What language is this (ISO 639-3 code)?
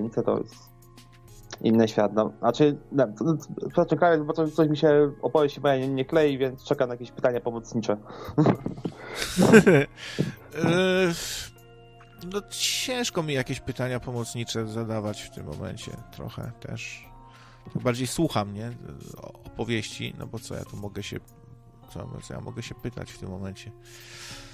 pol